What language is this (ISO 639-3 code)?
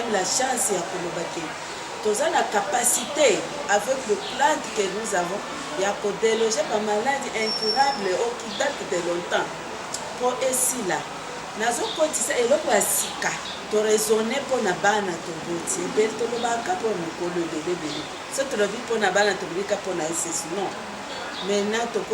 lin